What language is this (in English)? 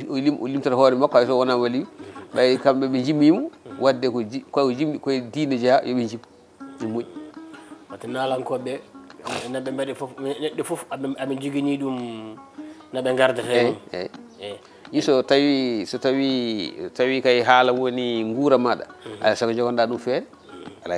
Fula